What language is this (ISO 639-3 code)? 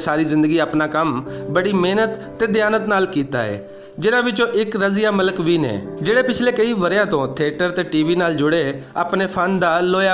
lah